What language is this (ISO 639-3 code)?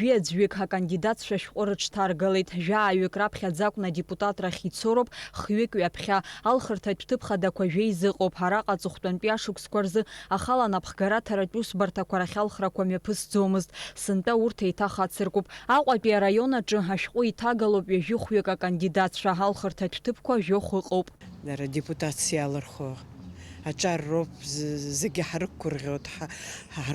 abk